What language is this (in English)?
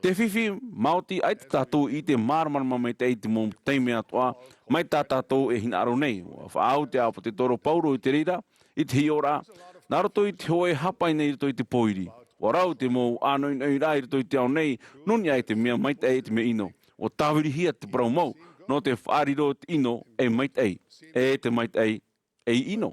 Tahitian